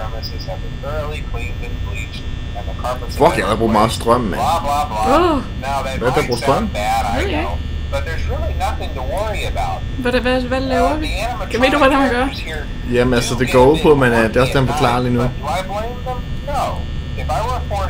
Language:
Danish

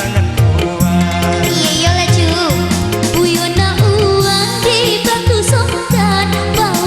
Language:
Minangkabau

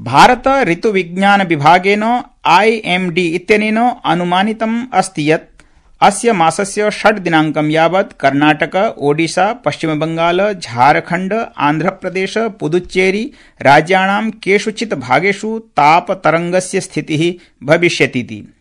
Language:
Sanskrit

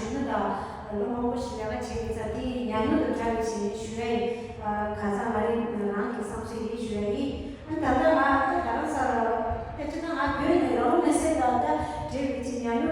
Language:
Tibetan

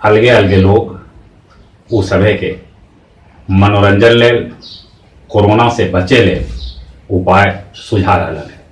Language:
Magahi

